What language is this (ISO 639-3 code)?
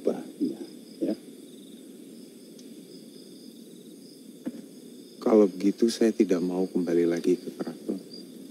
ind